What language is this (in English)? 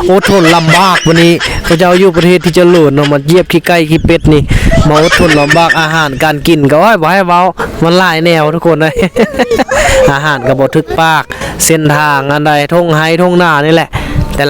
Lao